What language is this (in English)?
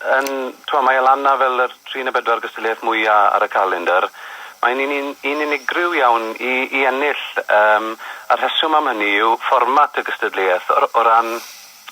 Welsh